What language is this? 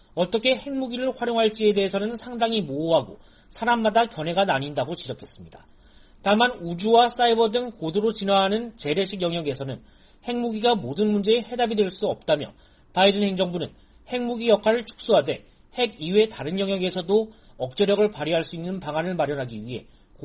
Korean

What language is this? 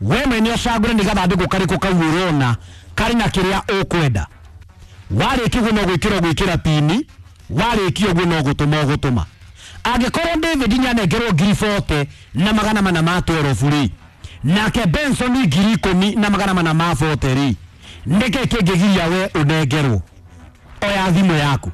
Kikuyu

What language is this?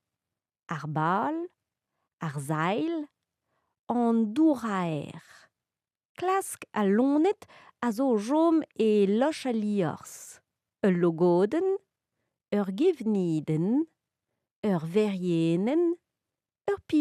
Breton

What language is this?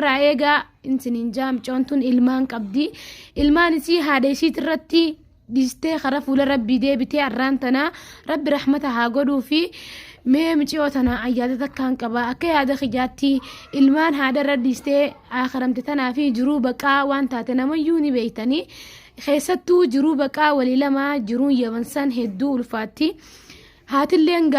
Oromo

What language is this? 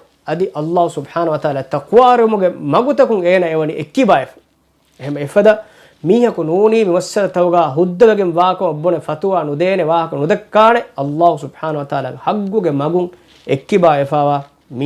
Divehi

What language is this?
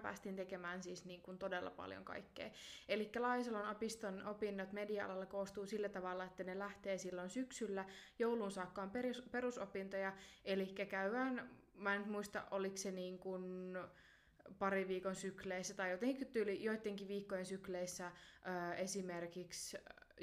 Finnish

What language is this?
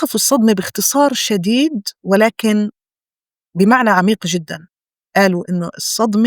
North Levantine Arabic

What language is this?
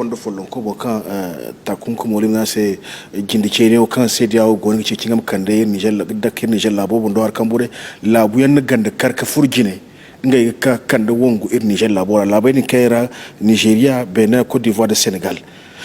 Zarma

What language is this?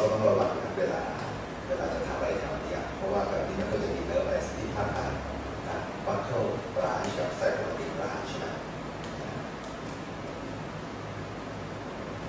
Thai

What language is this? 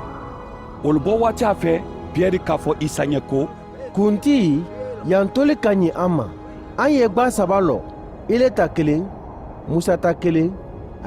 Mandingo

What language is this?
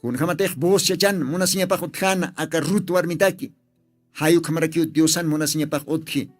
Aymara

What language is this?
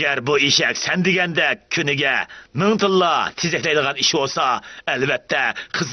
Uyghur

